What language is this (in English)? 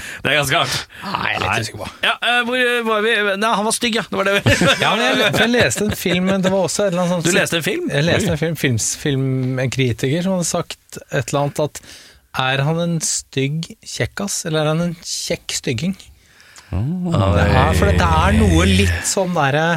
Norwegian